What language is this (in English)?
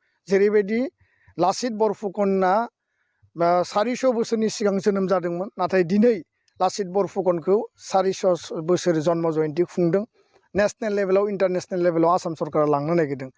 Bodo